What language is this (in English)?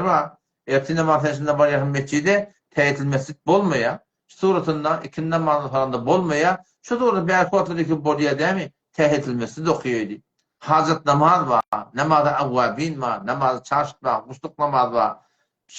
Turkmen